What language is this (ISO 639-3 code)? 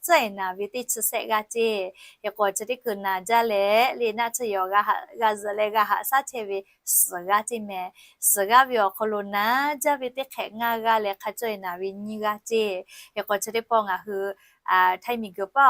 lhu